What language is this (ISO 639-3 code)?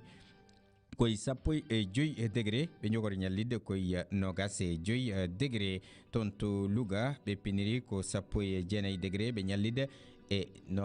ful